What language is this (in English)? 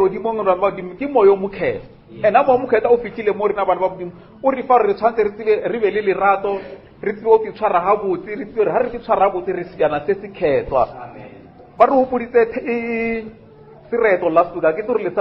Northern Sotho